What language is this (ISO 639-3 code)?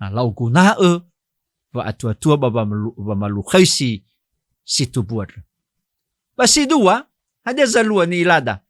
nia